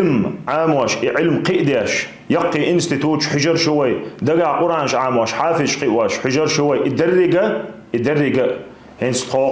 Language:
Chechen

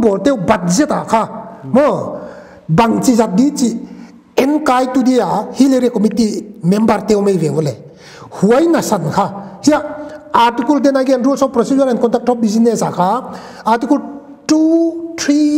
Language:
Paite Chin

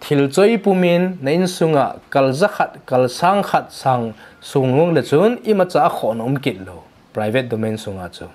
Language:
Thado Chin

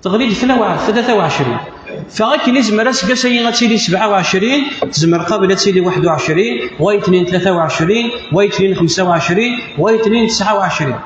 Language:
Kabyle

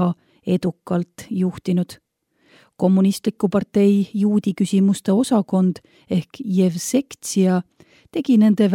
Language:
Estonian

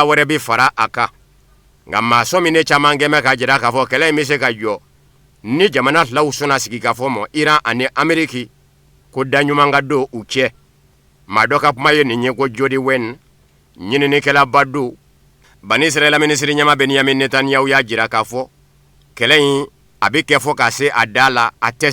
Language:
Bambara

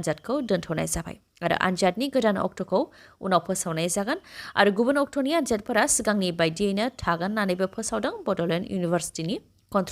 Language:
Bodo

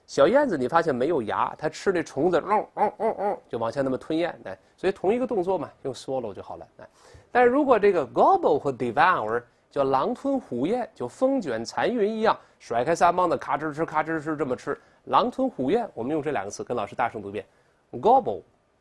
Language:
Chinese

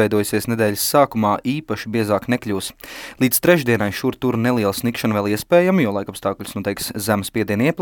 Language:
Latvian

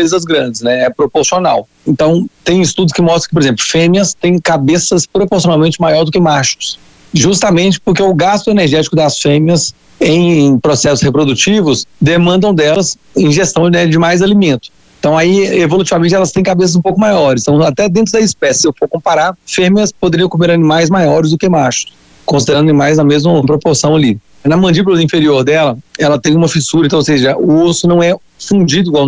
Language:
Portuguese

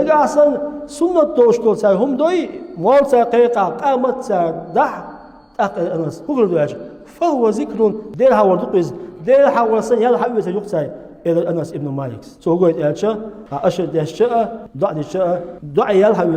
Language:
Chechen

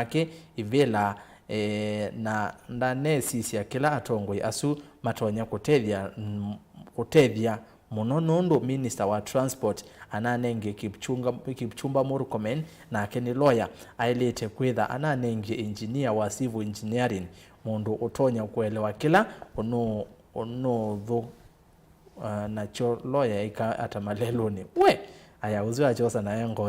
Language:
Kamba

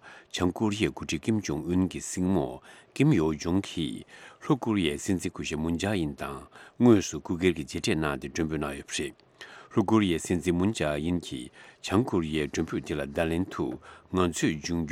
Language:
Tibetan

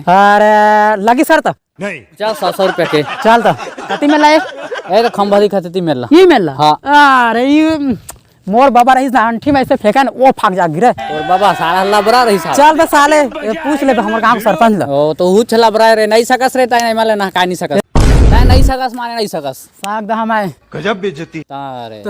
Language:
Chhattisgarhi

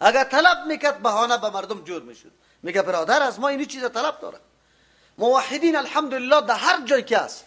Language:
Persian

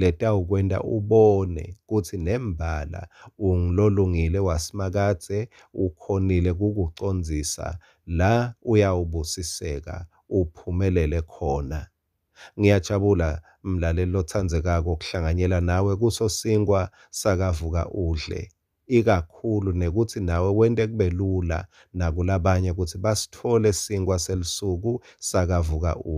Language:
Swati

